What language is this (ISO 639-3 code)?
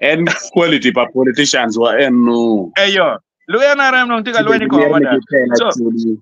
ach